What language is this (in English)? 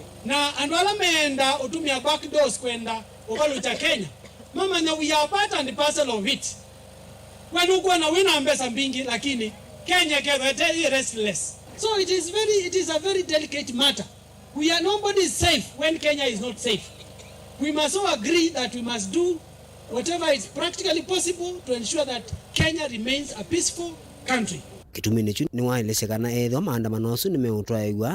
Kamba